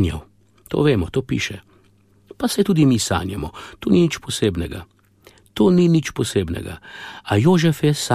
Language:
Slovenian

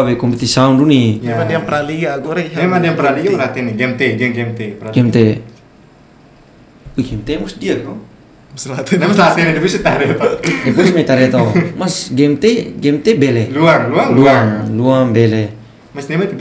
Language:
Indonesian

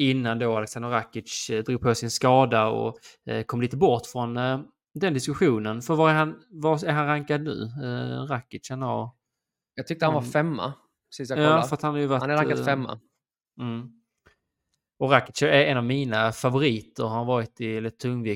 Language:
Swedish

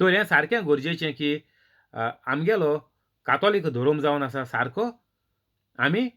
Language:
Konkani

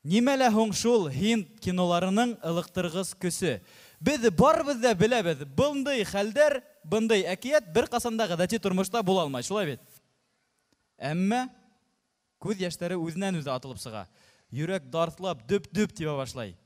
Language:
Bashkir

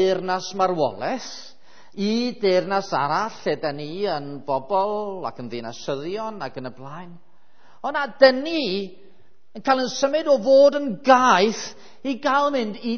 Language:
Welsh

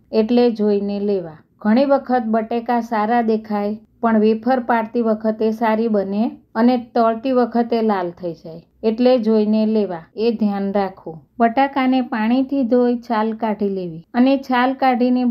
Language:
Gujarati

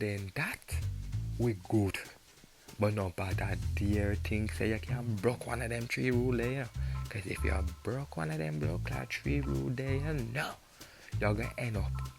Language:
Jamaican Creole English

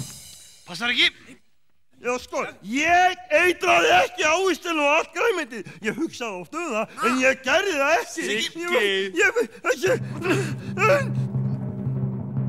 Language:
Icelandic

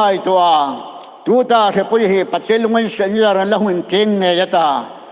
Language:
Hmar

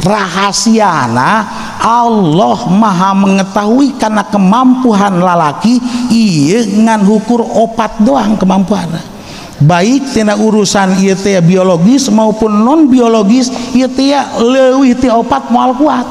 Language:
Sundanese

